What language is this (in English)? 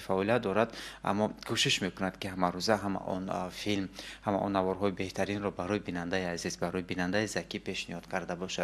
Tajik